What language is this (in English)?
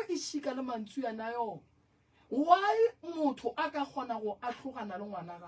Northern Sotho